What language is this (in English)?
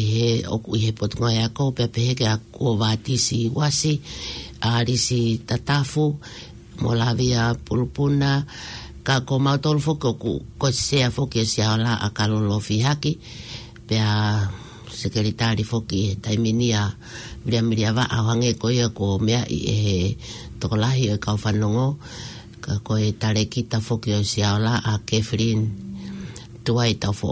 Tongan